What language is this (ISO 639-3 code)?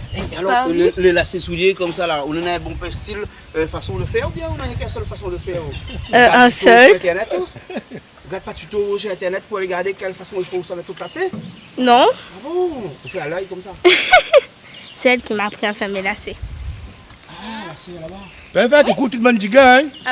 rcf